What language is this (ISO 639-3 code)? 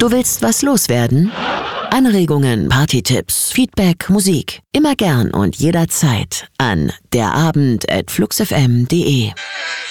deu